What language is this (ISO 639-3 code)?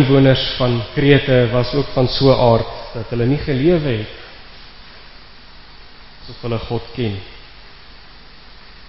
afr